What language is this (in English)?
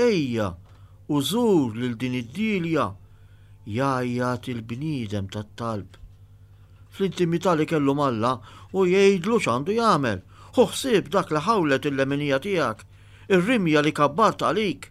Maltese